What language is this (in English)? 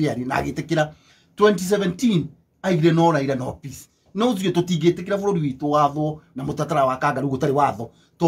Kikuyu